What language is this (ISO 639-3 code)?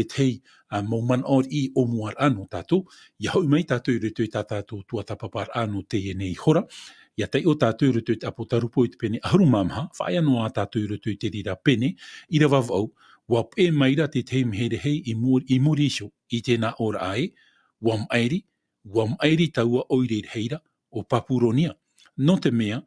tah